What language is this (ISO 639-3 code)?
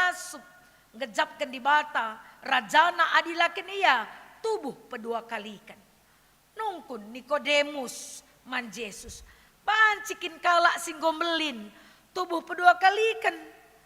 btx